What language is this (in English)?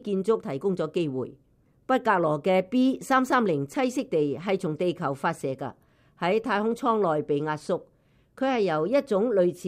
Cantonese